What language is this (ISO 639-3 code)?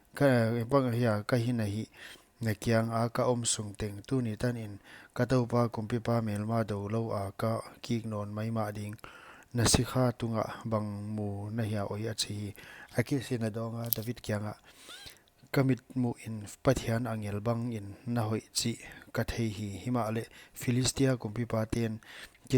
pck